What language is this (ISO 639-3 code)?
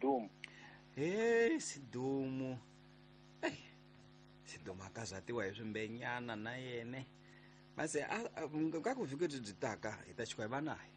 tso